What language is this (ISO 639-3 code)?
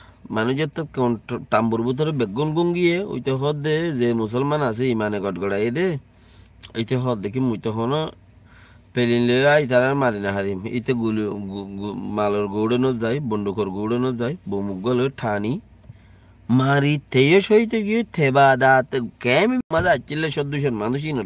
rhg